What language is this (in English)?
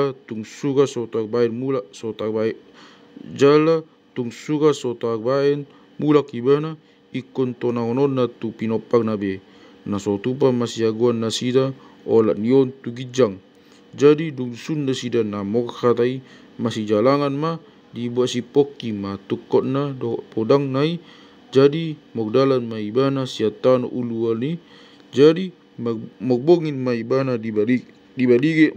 Batak Toba